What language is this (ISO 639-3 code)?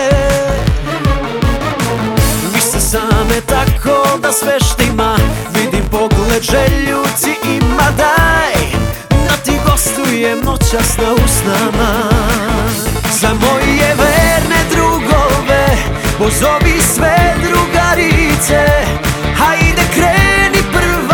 srp